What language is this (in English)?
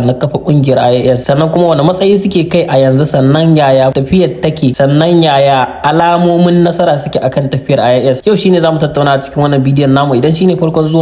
Hausa